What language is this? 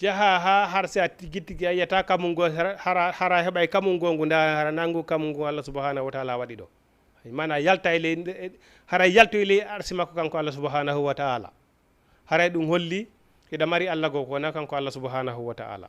Fula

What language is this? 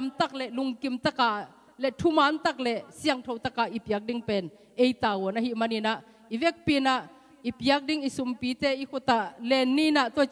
Tedim Chin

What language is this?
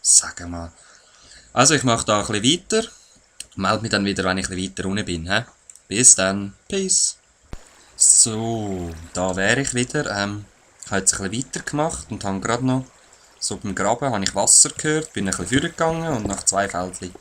Swiss German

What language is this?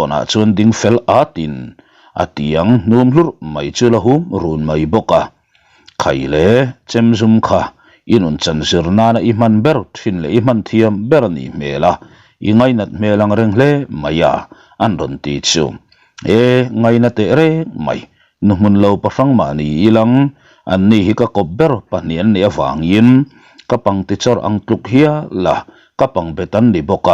Mizo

